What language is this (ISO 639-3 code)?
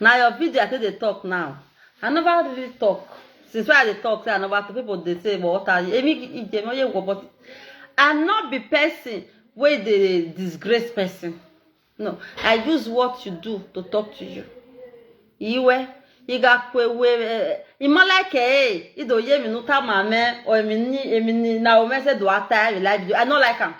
pcm